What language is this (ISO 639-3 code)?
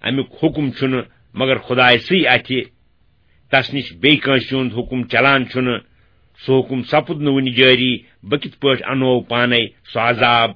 kas